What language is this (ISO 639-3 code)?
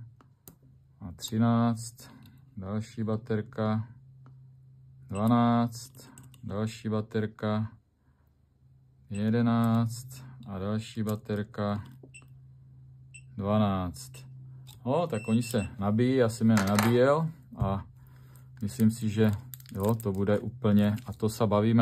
ces